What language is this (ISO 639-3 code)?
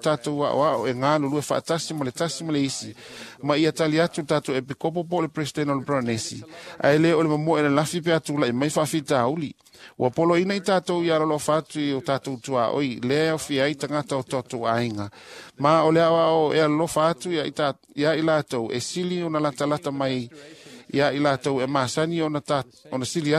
smo